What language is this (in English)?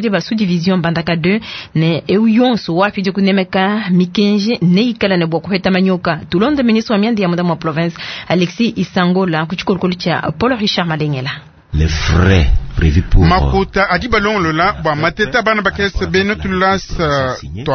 Luba-Lulua